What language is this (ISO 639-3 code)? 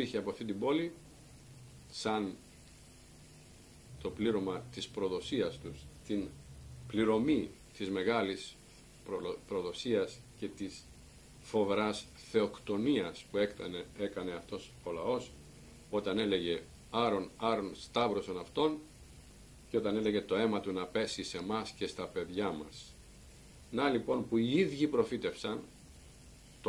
ell